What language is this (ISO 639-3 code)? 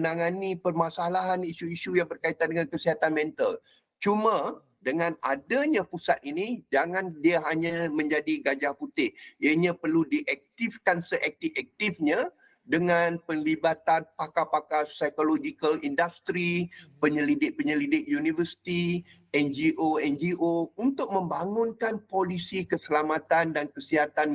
msa